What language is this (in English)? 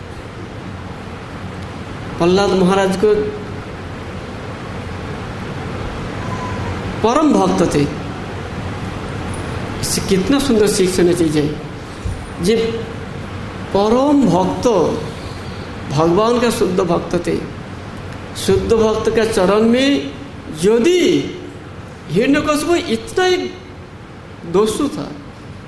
Hindi